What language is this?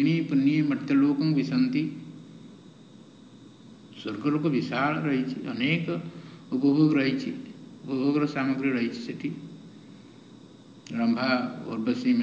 Odia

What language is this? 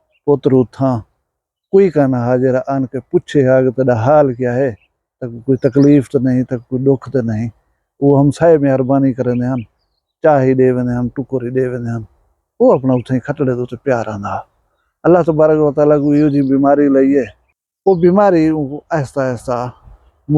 Saraiki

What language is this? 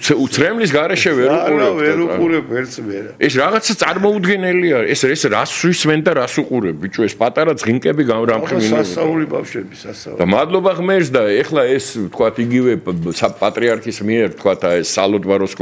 Georgian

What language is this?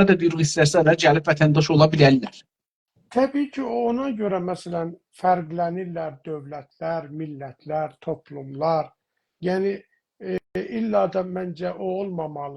South Azerbaijani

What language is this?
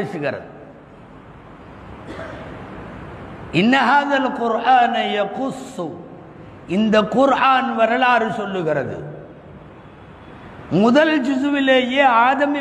Tamil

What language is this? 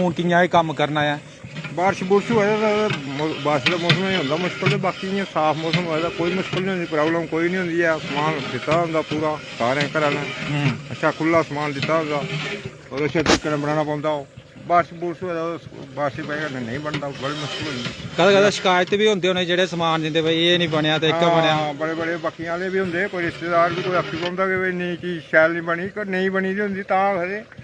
Dogri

